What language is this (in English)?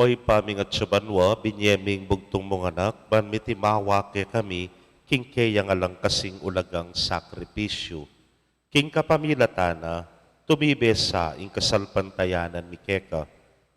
Pampanga